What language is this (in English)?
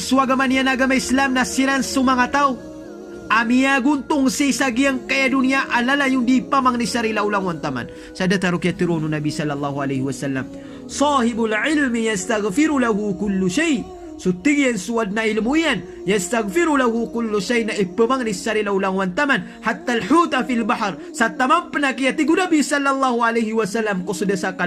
Maranao